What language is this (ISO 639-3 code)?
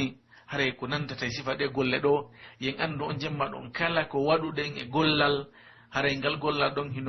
fuf